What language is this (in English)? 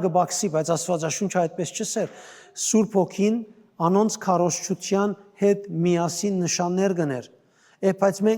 Western Armenian